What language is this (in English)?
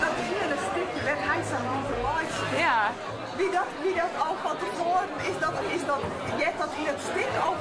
Western Frisian